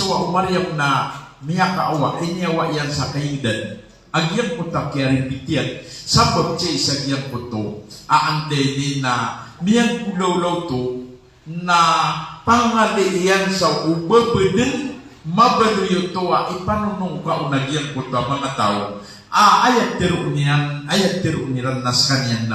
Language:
Maranao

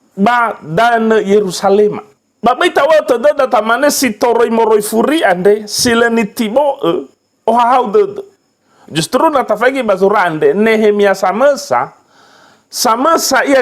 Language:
Nias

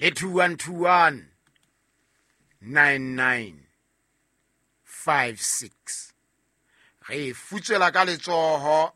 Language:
Southern Sotho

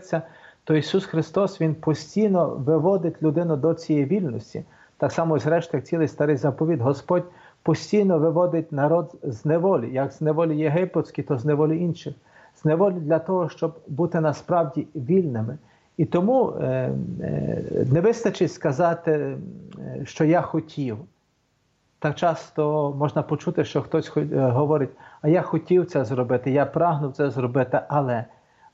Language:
Ukrainian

